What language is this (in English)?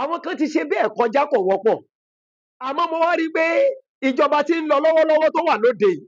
Yoruba